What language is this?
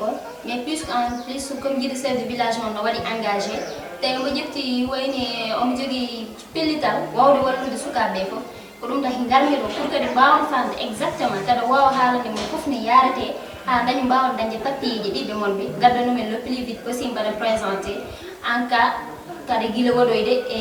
Fula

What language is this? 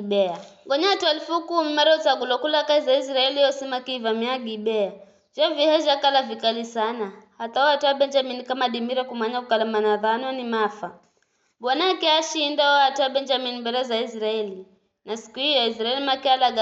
Giryama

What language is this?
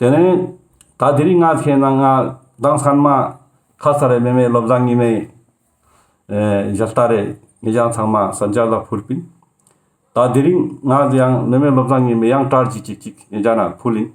Ladakhi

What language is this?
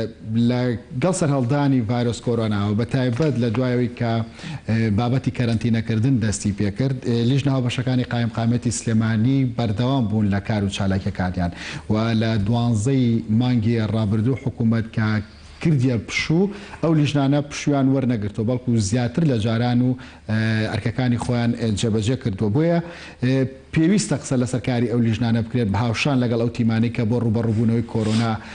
Central Kurdish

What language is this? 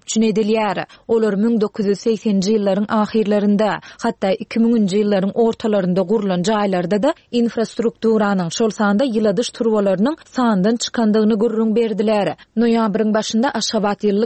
Turkmen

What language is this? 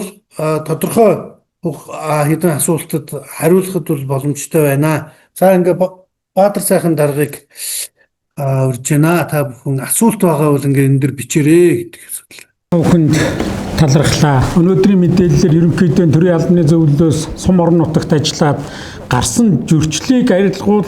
Mongolian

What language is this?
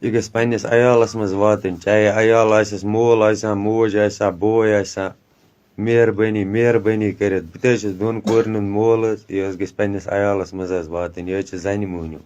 Kashmiri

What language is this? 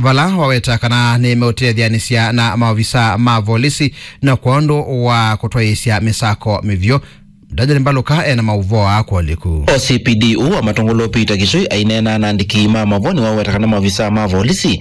Kamba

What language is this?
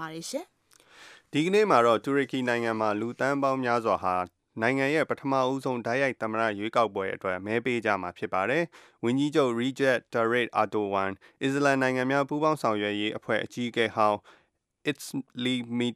Burmese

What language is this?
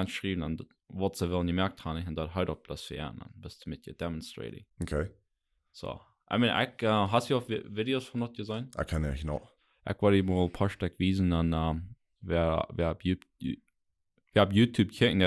Plautdietsch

